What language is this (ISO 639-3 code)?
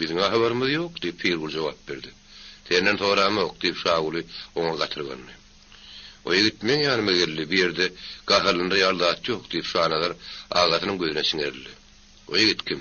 tuk